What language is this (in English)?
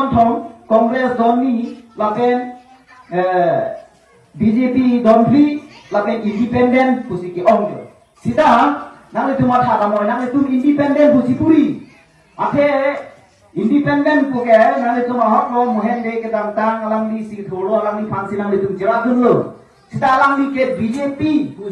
Karbi